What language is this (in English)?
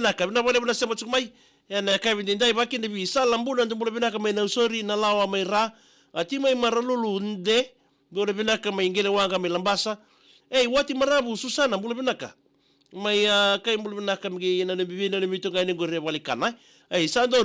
Fijian